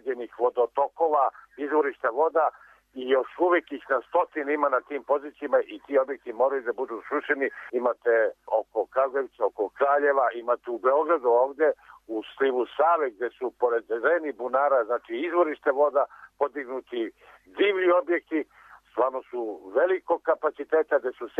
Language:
Serbian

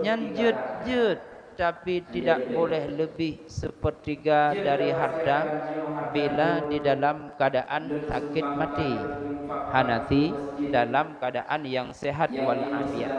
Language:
Achinese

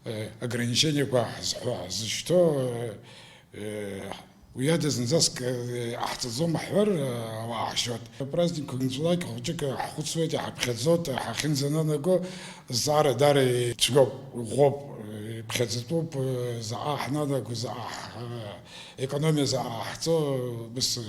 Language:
Abkhazian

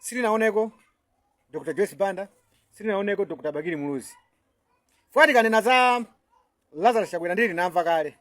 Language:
Nyanja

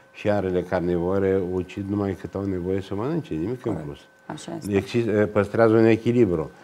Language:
Romanian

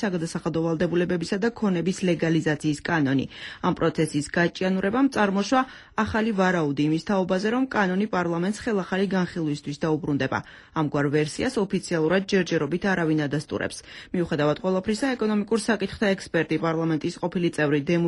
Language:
Georgian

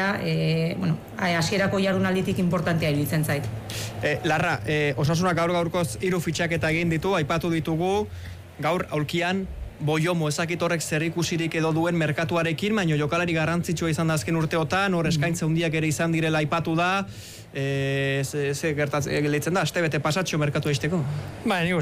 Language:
Basque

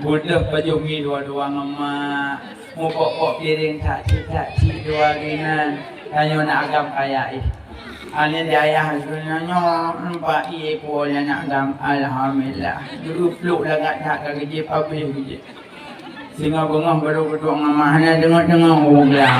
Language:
Achinese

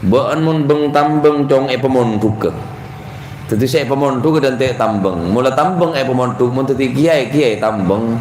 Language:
Madurese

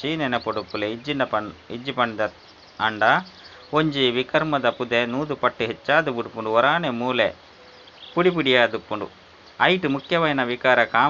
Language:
Tulu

